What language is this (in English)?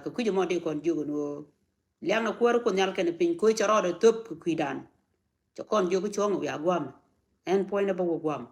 Nuer